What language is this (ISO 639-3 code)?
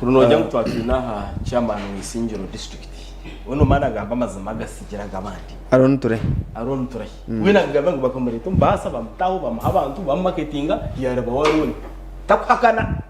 nyn